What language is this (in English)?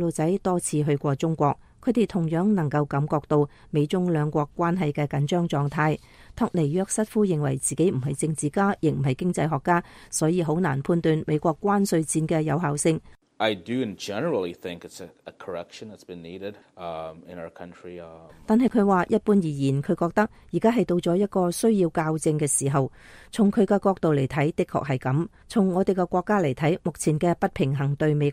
Cantonese